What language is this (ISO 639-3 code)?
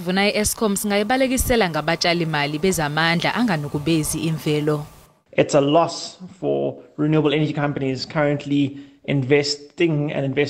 zul